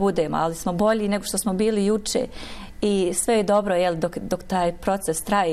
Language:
Bosnian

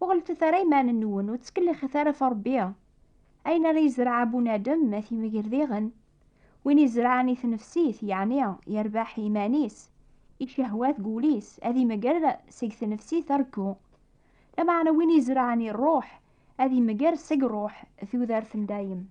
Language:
Kabyle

